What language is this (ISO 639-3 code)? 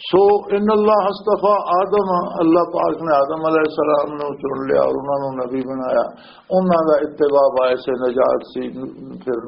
lah